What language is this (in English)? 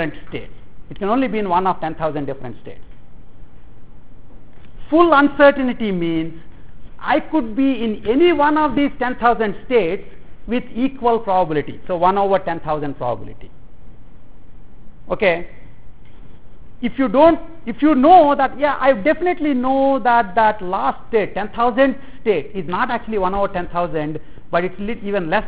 English